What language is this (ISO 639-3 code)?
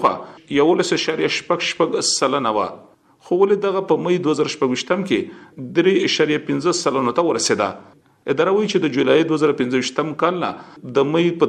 pus